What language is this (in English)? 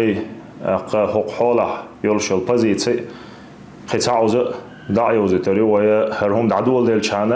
Chechen